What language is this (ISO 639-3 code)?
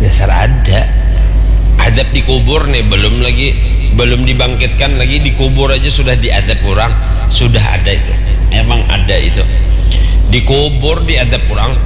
bjn